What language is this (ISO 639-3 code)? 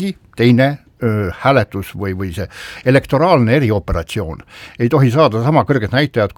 est